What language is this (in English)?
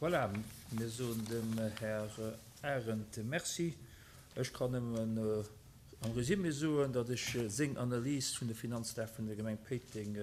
Luxembourgish